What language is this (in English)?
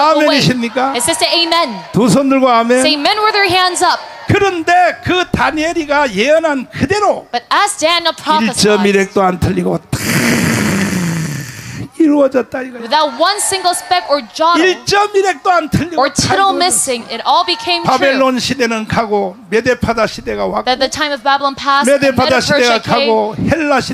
Korean